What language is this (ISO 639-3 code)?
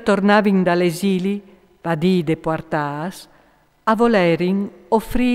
fur